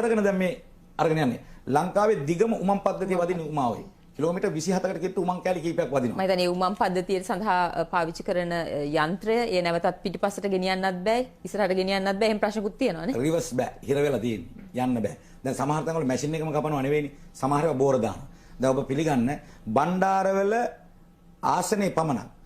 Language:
Sinhala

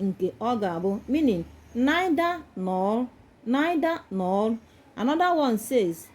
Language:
Igbo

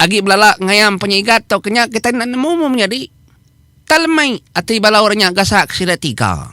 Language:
Iban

